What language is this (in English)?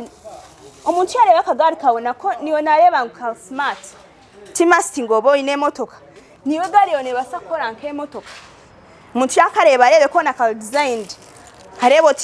Nyankole